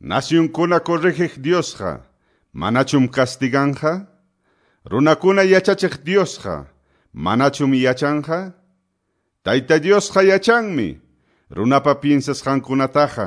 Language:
Quechua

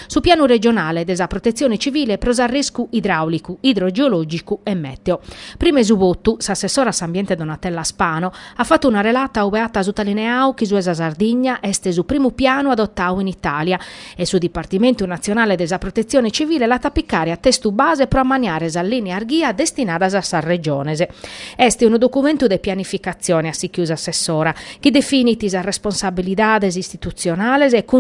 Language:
Sardinian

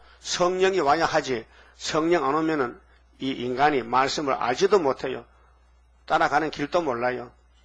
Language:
Korean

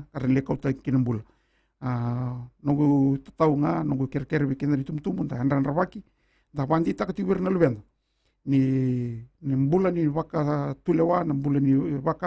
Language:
Fijian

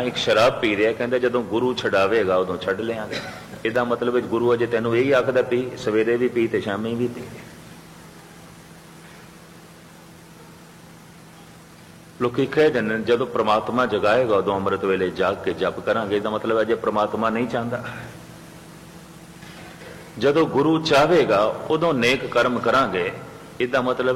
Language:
Punjabi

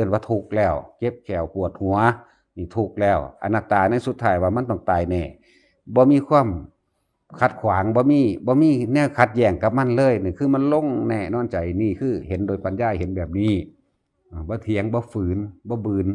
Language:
Northeastern Thai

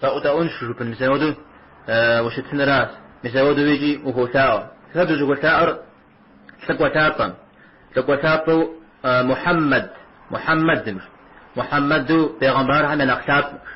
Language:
Kabardian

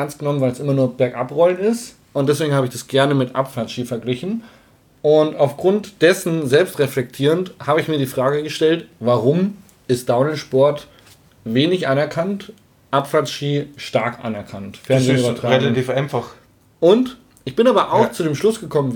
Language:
German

